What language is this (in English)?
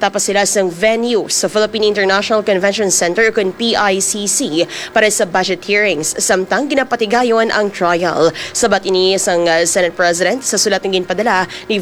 Hiligaynon